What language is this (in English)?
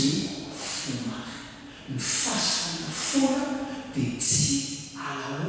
Malagasy